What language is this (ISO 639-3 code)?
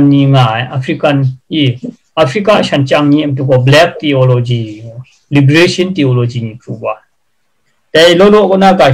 kac